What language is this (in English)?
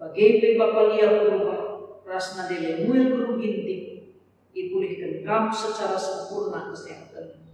Batak Karo